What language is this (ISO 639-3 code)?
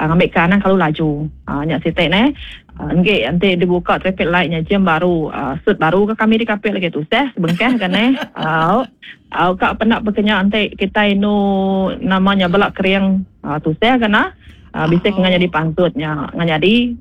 iba